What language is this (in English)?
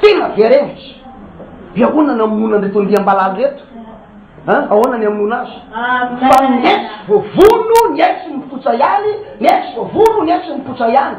Malagasy